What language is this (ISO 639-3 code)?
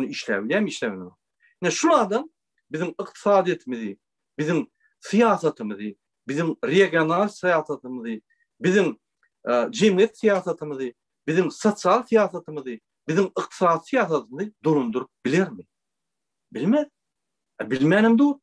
tuk